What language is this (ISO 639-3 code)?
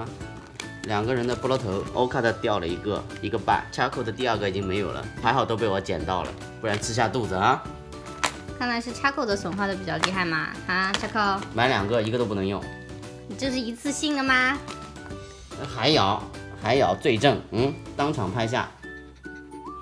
zho